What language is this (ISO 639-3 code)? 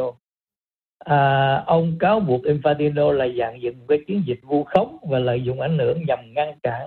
vie